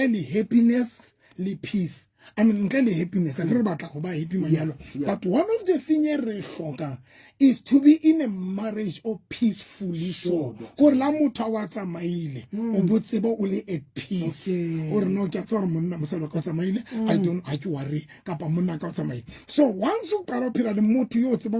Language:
Southern Sotho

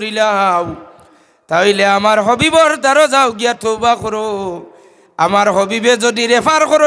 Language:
Sylheti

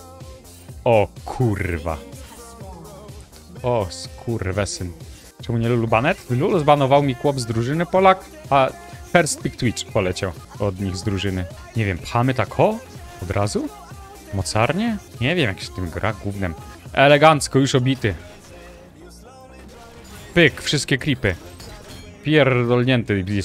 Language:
Polish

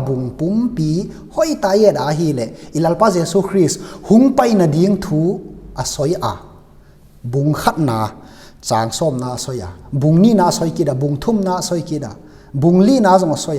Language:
Tedim Chin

